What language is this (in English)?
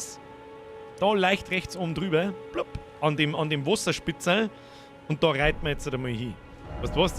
Bavarian